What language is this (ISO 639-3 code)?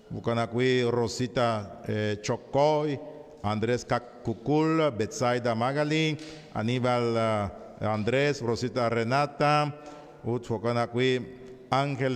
kek